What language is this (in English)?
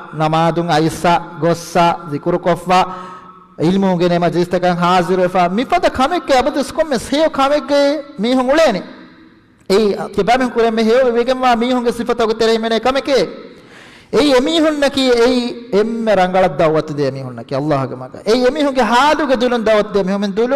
Divehi